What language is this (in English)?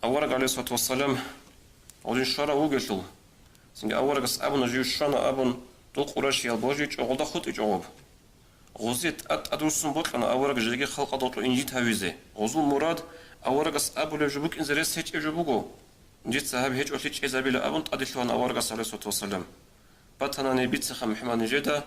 Avaric